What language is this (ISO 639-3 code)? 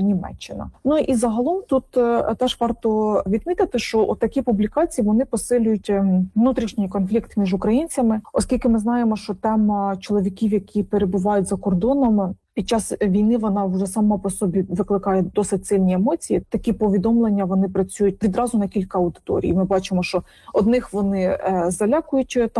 ukr